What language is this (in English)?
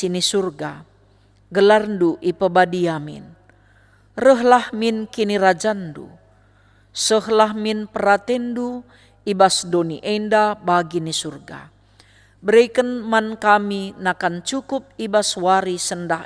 Batak Karo